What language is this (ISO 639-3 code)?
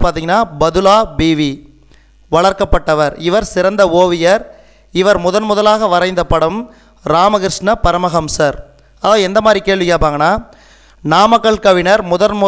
tam